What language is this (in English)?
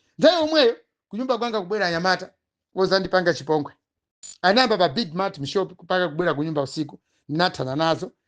Nyanja